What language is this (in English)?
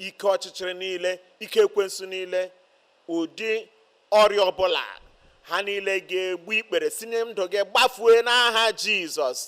Igbo